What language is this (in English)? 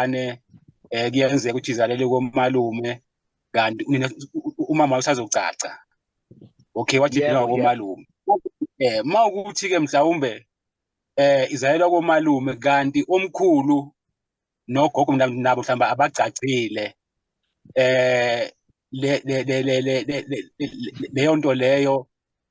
Zulu